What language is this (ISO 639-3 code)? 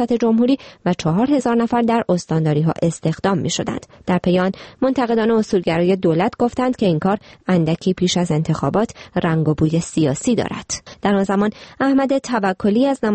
fas